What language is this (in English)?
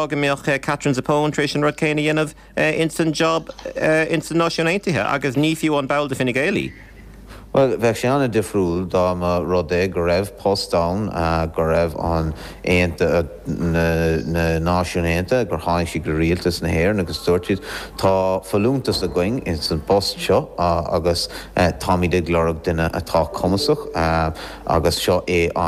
Irish